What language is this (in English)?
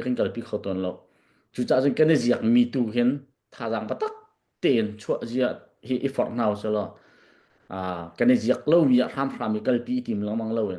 Hakha Chin